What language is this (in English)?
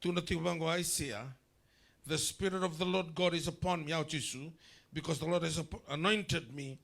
Fijian